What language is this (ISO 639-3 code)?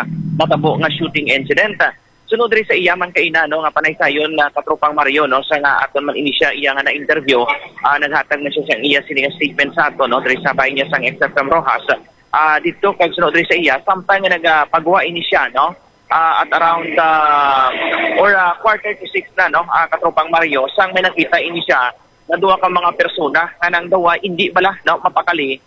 hil